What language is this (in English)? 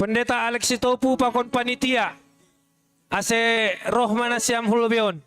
Batak Simalungun